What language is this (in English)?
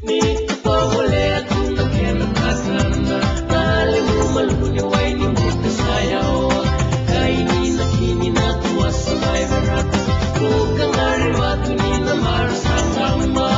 Fijian